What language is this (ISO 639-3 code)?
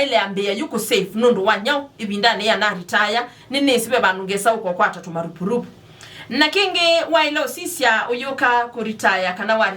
kam